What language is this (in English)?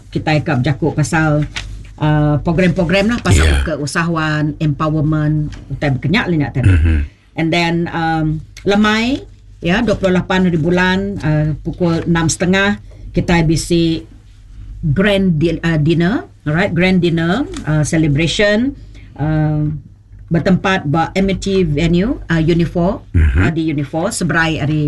Iban